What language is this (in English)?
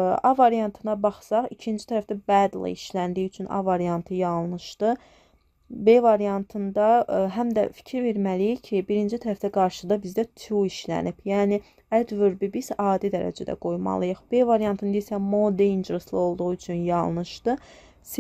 Azerbaijani